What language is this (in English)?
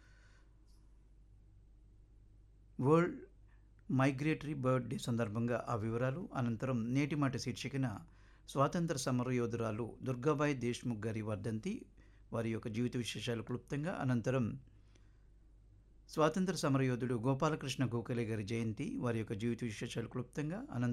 Telugu